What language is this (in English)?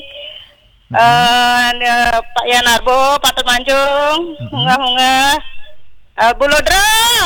Balinese